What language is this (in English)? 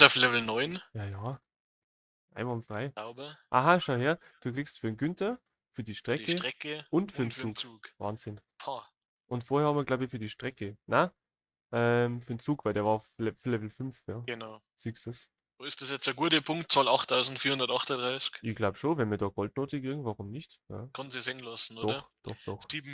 Bavarian